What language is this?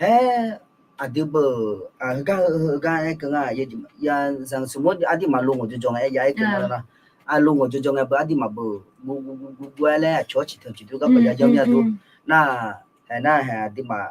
Akha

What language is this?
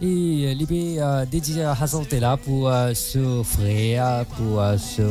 Morisyen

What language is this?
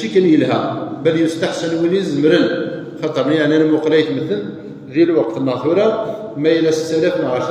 Kabyle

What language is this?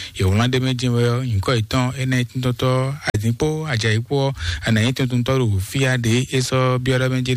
Fon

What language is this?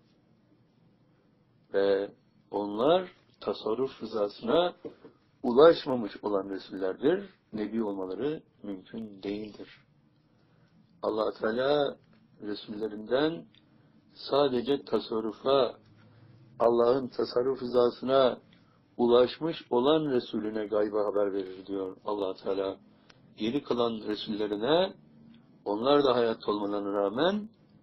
Turkish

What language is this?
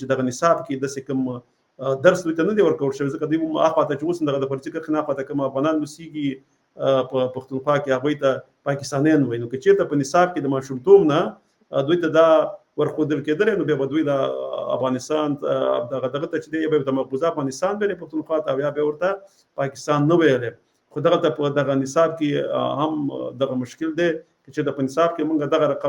Pashto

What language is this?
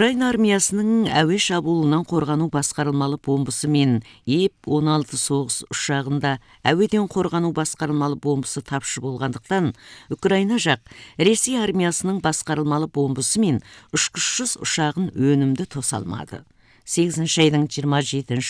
Kazakh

